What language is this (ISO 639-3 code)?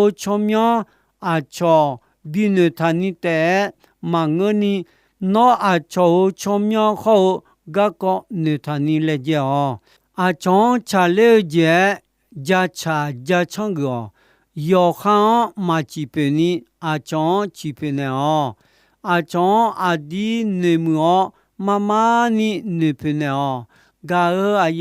ahk